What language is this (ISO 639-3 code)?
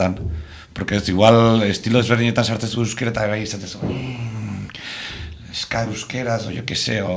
eus